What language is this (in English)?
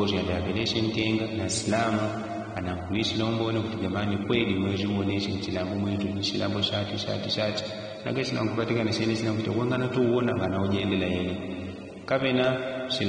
Yao